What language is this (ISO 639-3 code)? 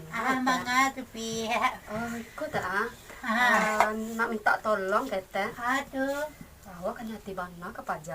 min